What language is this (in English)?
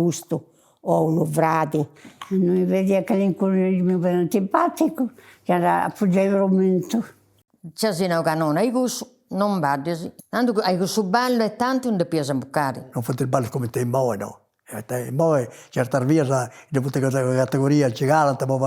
Sardinian